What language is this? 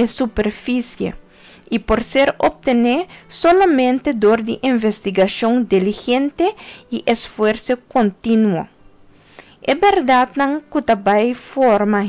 Papiamento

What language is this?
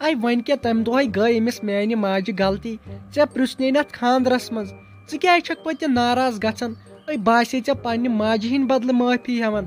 Kashmiri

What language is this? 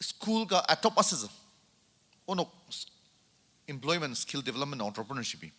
Ao Naga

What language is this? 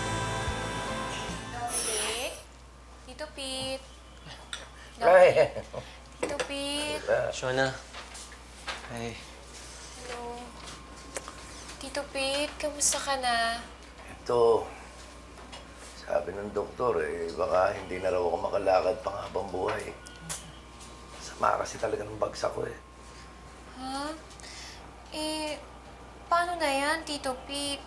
Filipino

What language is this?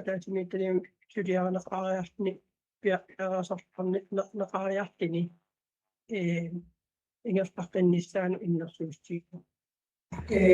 Kalaallisut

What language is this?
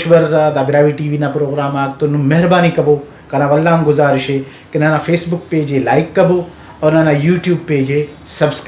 Brahui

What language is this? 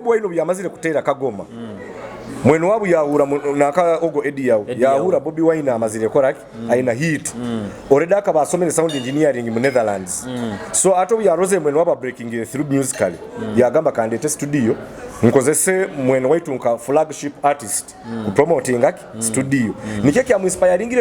Nyoro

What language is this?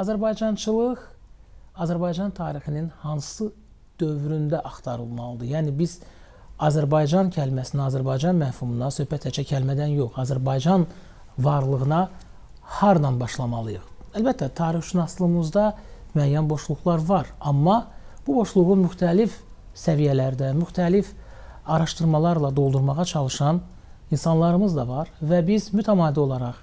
Azerbaijani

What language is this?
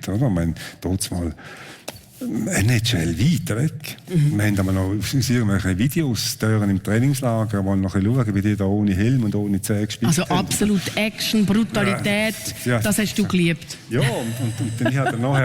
Swiss German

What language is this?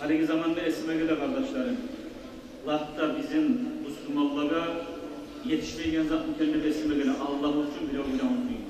Kumyk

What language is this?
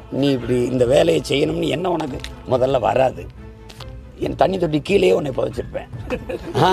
Tamil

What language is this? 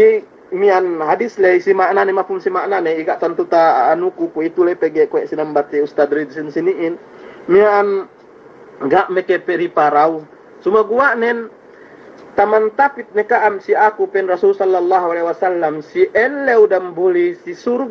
Yakan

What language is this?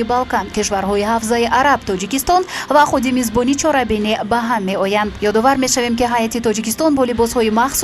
Tajik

